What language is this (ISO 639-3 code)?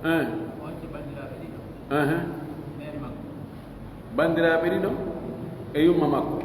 fuf